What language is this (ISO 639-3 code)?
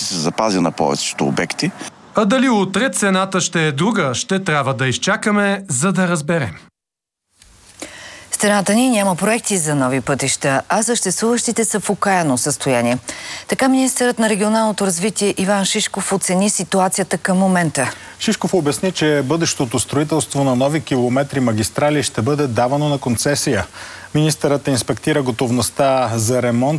bul